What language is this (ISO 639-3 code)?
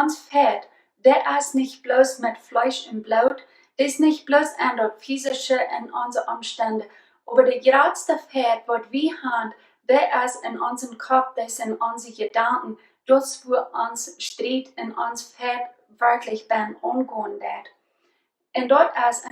pdt